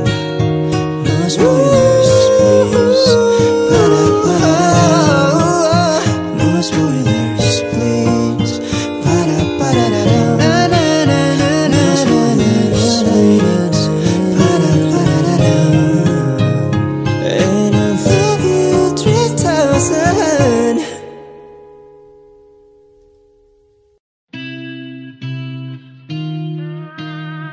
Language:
English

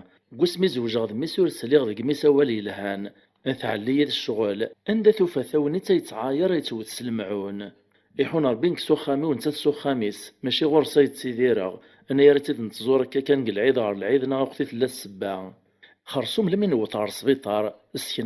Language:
Kabyle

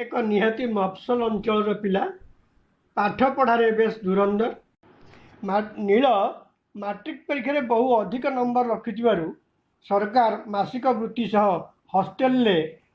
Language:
Odia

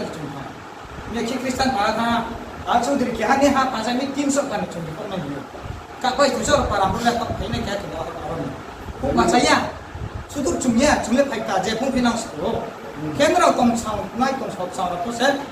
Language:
Riang (India)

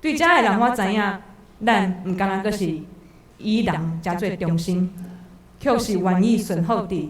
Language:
Min Nan Chinese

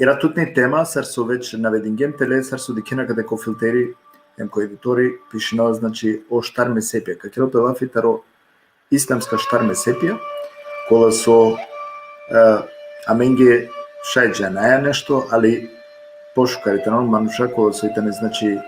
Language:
Balkan Romani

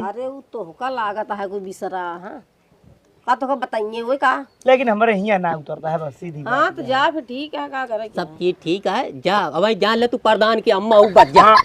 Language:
Awadhi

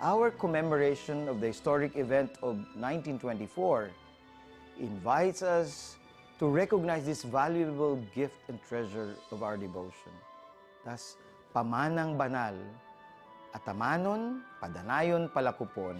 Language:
Bikol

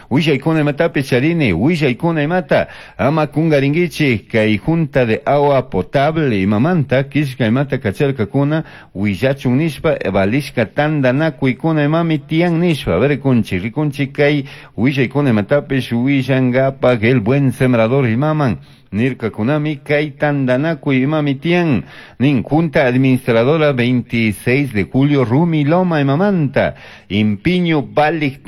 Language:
Chimborazo Highland Quichua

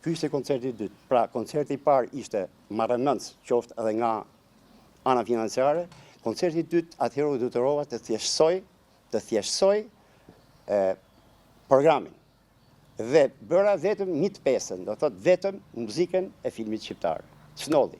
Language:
Albanian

